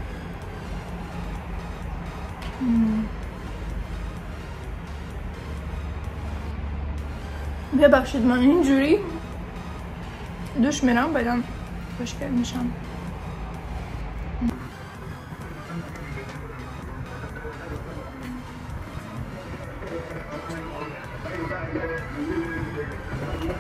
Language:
Persian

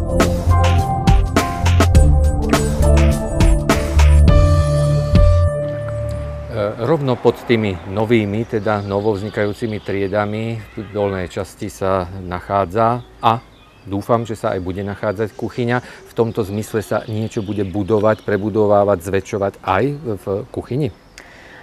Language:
Slovak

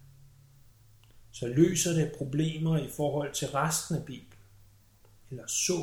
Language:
Danish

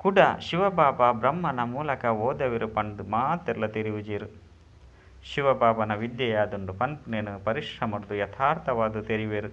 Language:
Tulu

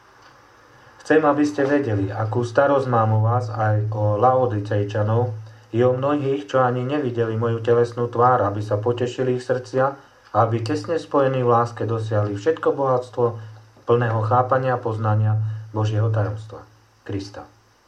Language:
Slovak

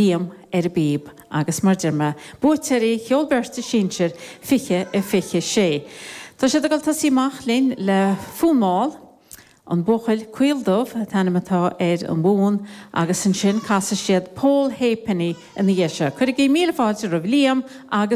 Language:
Irish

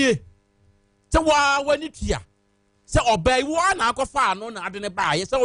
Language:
Akan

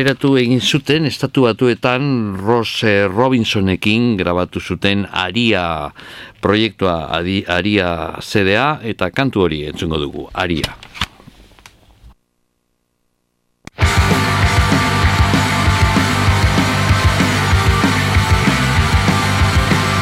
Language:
Basque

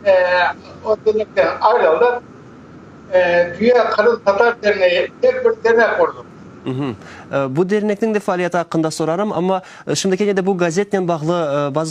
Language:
Crimean Tatar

